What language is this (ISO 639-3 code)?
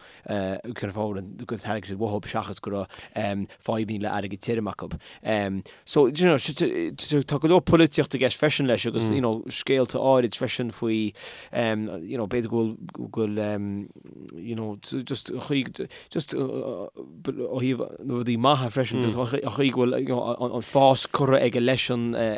gle